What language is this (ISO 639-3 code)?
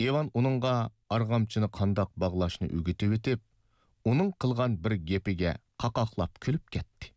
uig